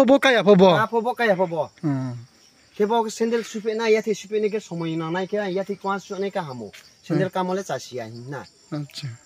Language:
Riang (India)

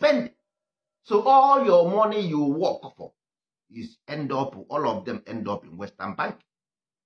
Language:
Igbo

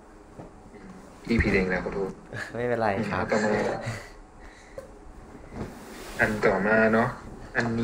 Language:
Thai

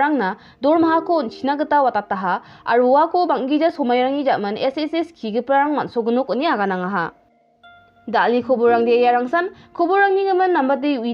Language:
Garo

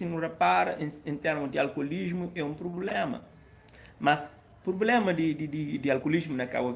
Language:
Kabuverdianu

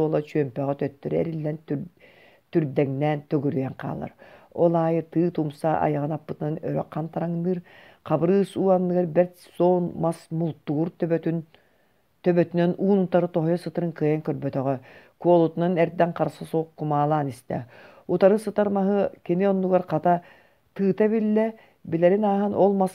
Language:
Yakut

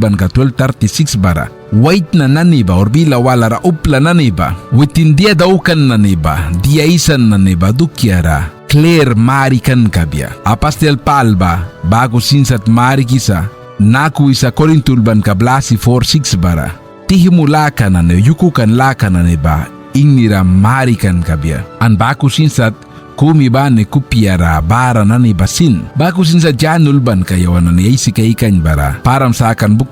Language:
Mískito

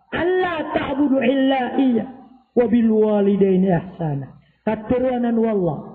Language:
Maranao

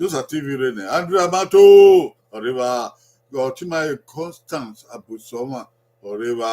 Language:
Bini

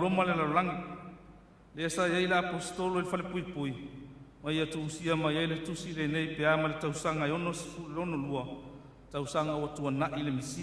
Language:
Samoan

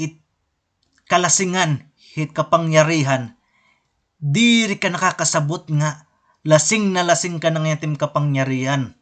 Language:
Waray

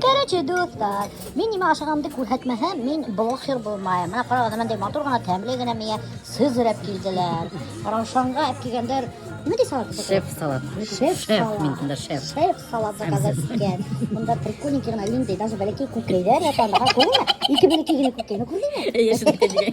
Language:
Bashkir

